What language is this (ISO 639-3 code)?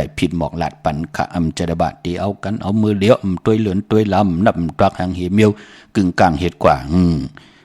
shn